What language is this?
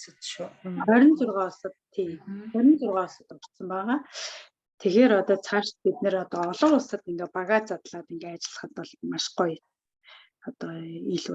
Mongolian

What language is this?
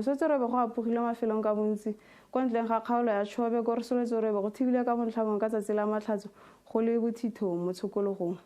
Tswana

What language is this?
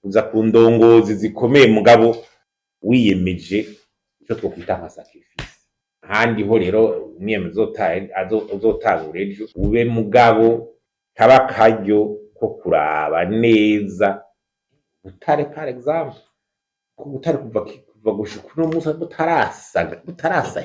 Rundi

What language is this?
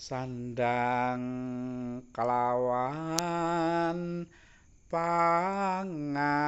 Javanese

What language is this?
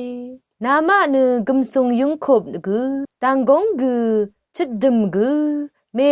Rawang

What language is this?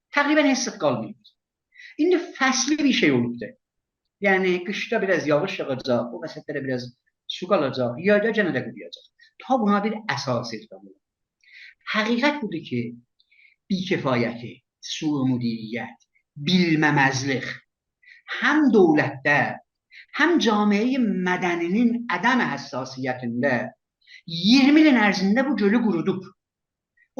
South Azerbaijani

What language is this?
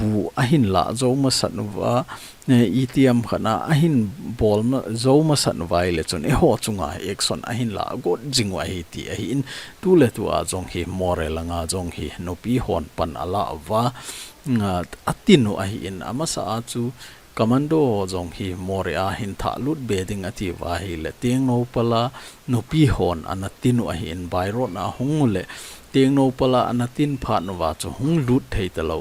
Thado Chin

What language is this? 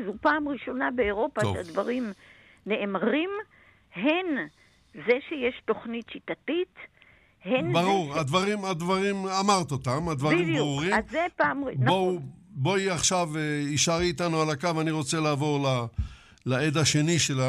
Hebrew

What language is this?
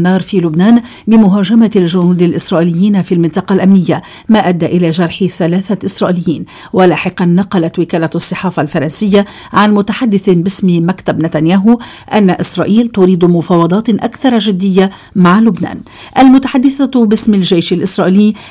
Arabic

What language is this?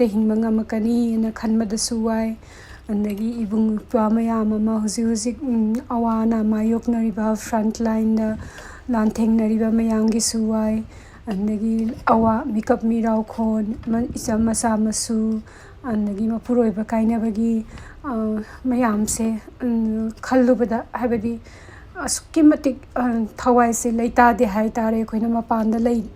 Manipuri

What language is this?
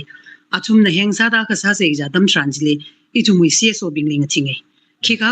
Tangkhul Naga (India)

